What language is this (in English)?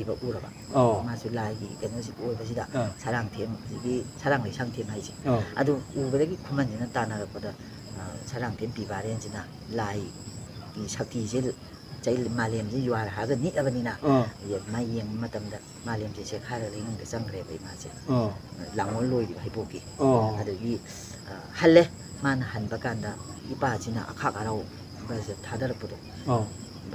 Manipuri